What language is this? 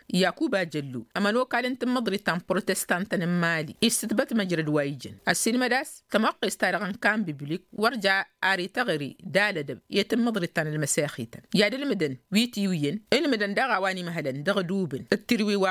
Tamasheq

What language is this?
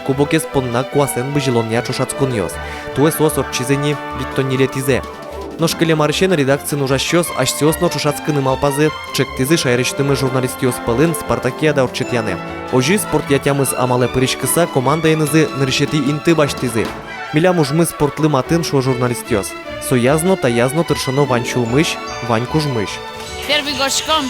Udmurt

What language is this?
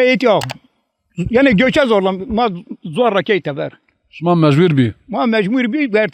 Zaza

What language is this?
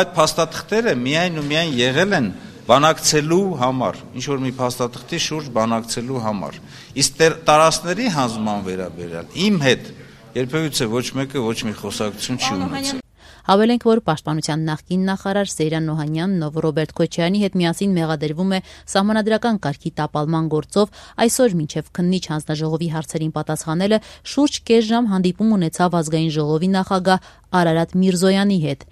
Armenian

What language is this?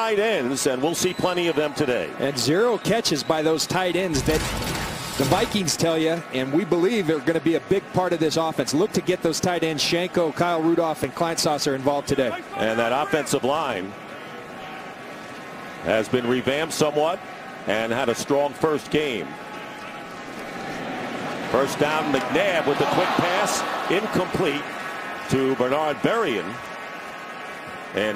English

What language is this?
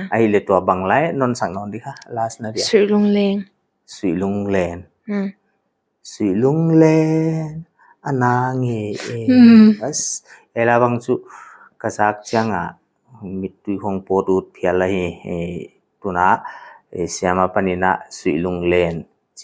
Paite Chin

